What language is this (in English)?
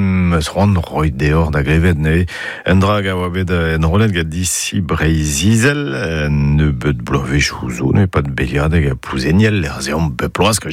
Breton